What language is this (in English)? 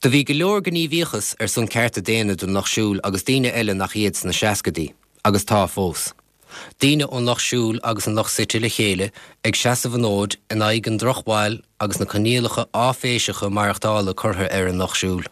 Irish